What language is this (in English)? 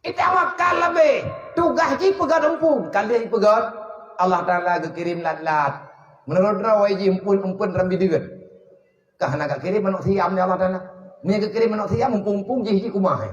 Achinese